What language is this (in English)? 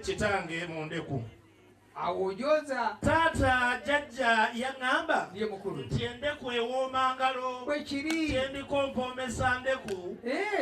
Ganda